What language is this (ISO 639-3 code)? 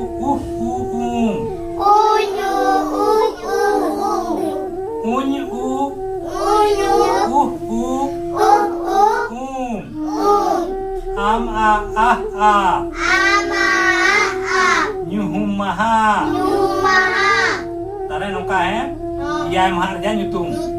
sat